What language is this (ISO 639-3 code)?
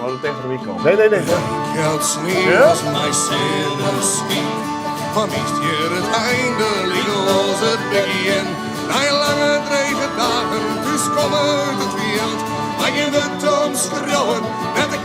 fry